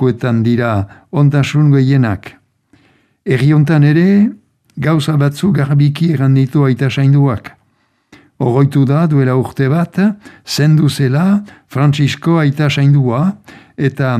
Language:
Basque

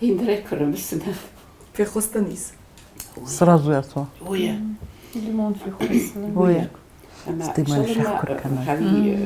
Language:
Ossetic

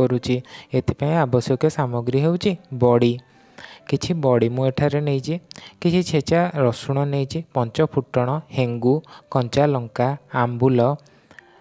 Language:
Odia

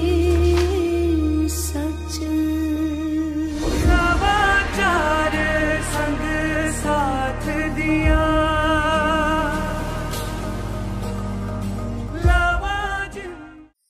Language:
Hindi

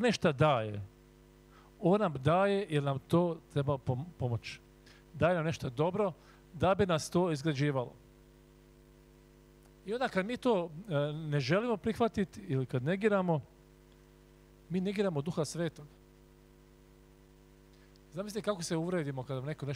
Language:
Croatian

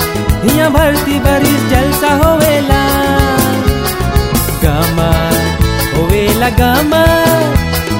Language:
Bhojpuri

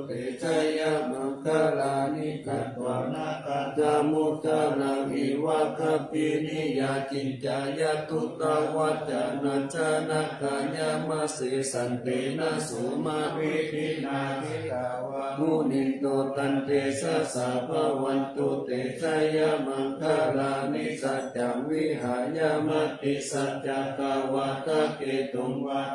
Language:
Pali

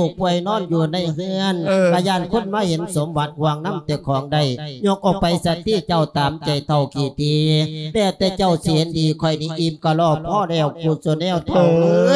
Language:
Lao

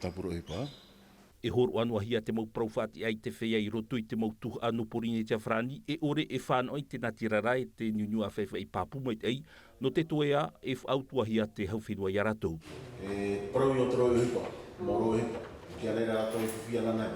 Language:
Tahitian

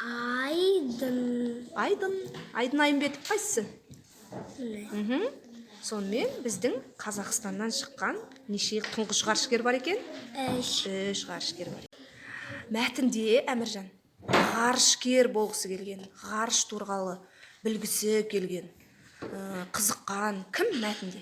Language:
Kazakh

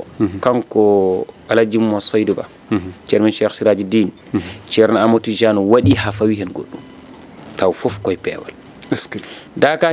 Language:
Fula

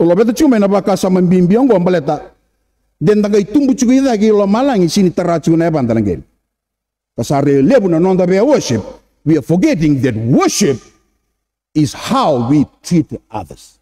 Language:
Fijian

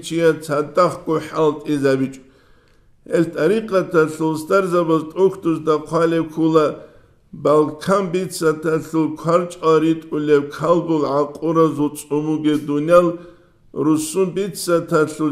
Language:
Avaric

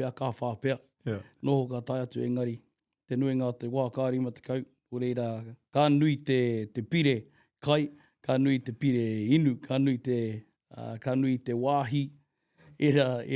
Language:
Māori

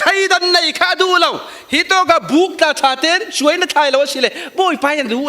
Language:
Falam Chin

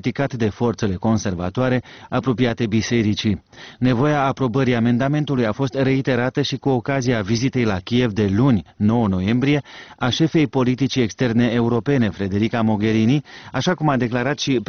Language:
Romanian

